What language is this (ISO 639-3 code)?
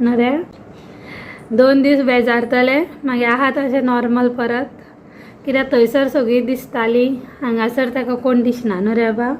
kok